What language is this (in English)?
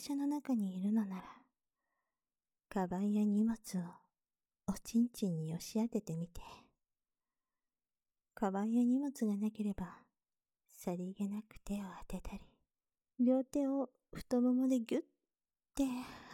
Japanese